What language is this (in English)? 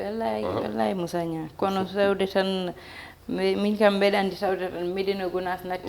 Fula